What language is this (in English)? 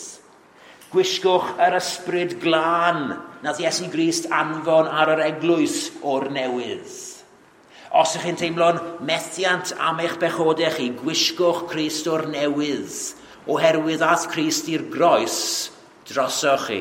Welsh